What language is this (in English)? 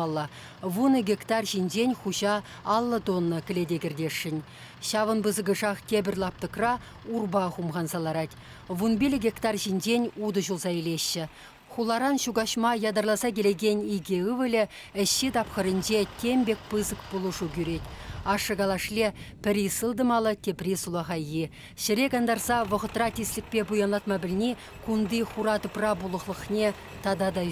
Chuvash